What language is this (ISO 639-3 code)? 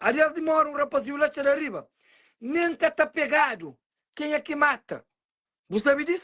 kea